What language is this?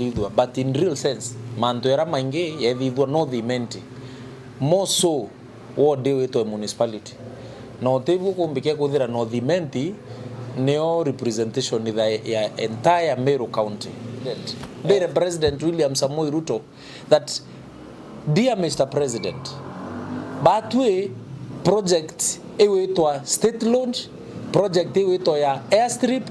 Meru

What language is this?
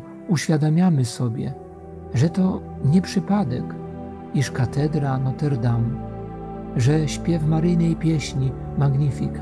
Polish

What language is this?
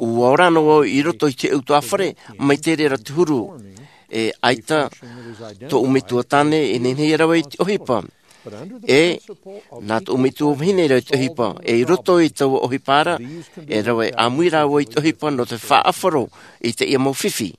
Tahitian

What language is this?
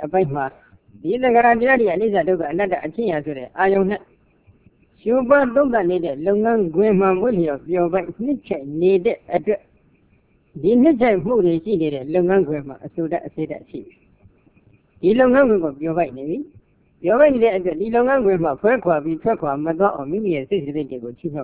Burmese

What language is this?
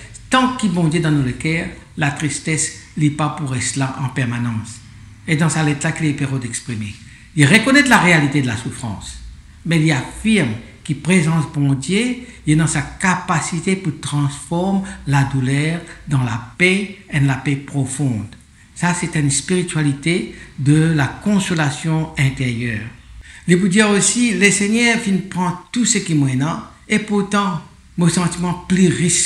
Morisyen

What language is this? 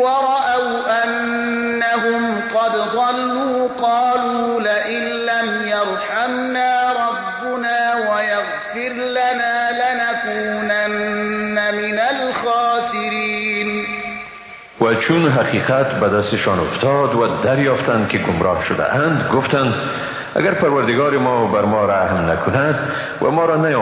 Persian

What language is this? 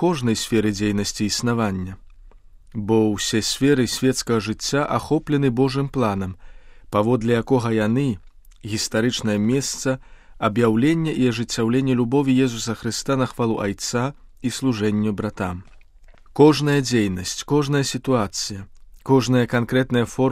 Belarusian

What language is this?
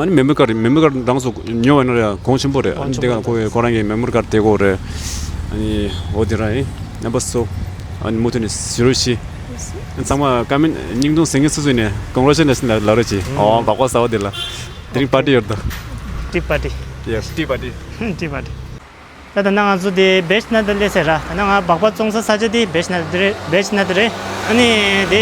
Tibetan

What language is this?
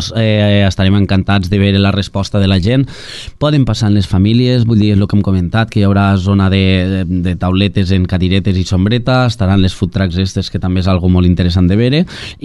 Catalan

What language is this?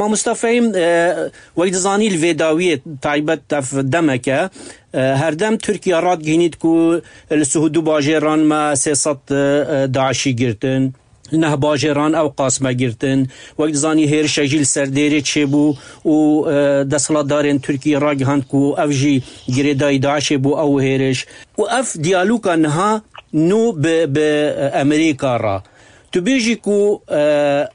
Kurdish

